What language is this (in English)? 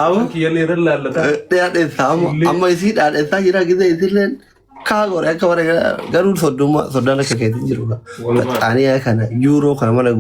Oromo